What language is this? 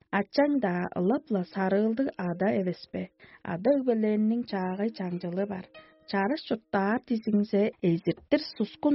Tuvinian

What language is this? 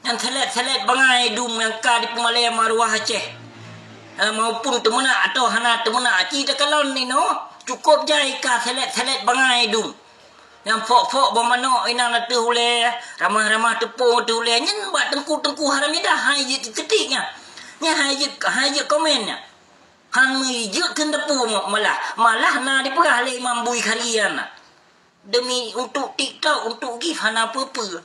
Achinese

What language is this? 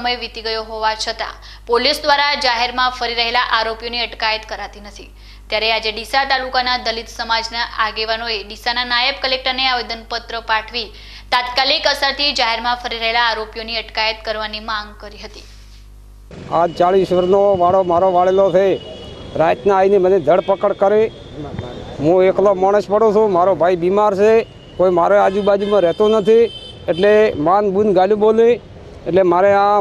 Gujarati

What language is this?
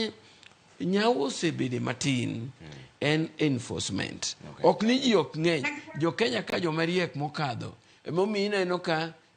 Luo (Kenya and Tanzania)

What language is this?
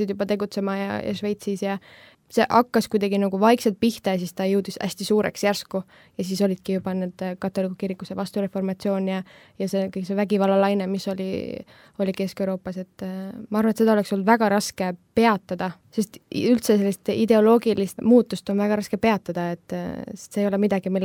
Estonian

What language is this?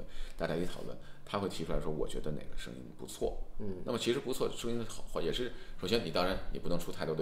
Chinese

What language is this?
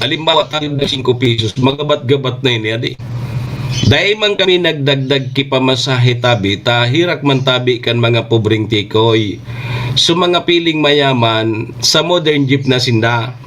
Bikol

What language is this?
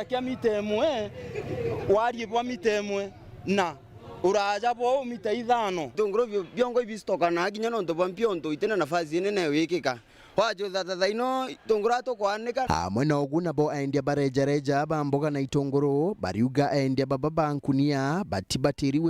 Meru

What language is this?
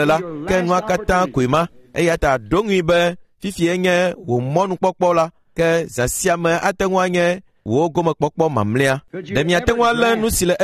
Ewe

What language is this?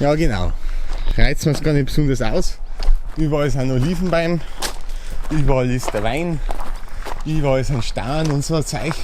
Bavarian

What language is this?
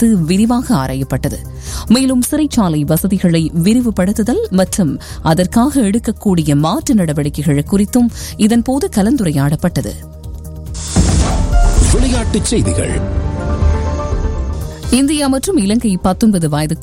Tamil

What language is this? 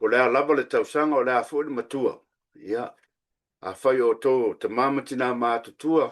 Samoan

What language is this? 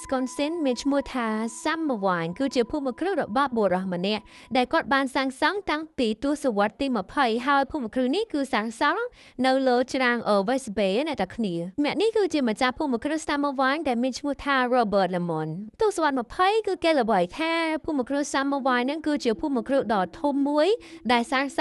Khmer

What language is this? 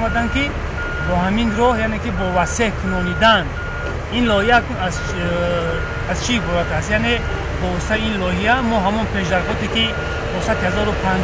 Tajik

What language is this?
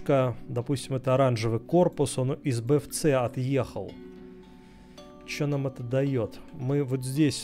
Russian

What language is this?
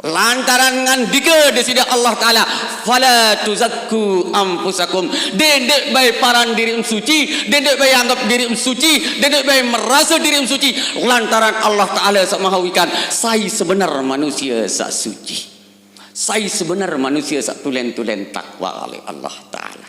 Sasak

